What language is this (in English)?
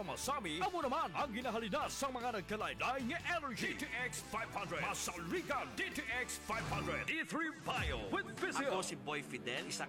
Hiligaynon